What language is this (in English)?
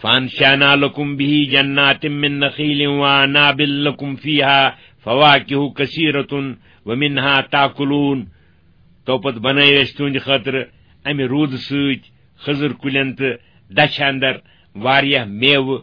Kashmiri